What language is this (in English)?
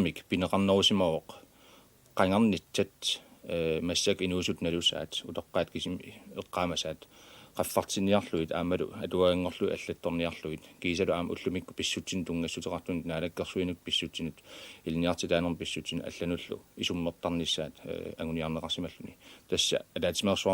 Kalaallisut